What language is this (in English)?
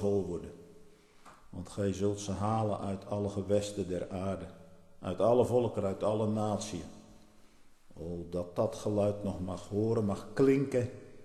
Dutch